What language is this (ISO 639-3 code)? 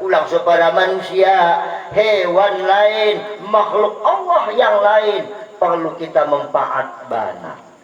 btd